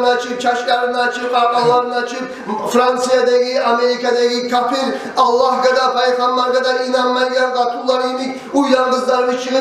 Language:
Kumyk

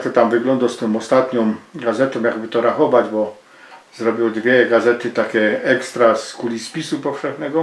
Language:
Silesian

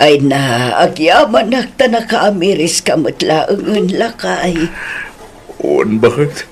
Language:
Iloko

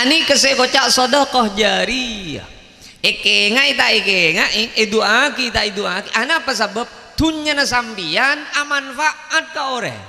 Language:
Madurese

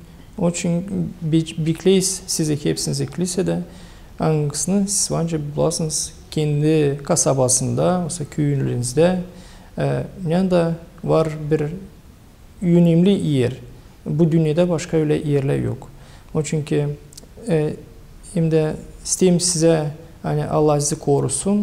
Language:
Gagauz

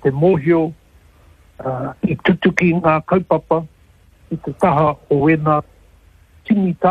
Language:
Māori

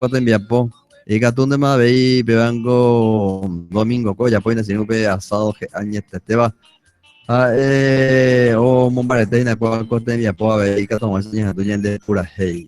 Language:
Guarani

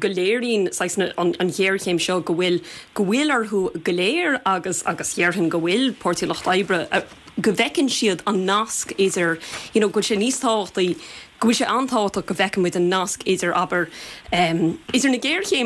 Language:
Irish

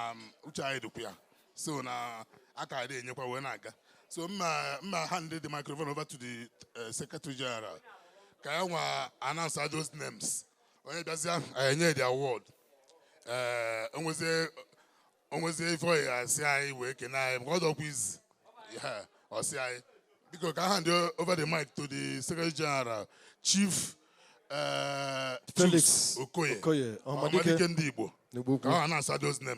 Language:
Igbo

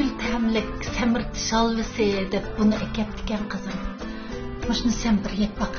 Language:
Uyghur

